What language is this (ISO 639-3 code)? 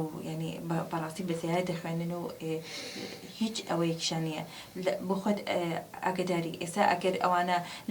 ckb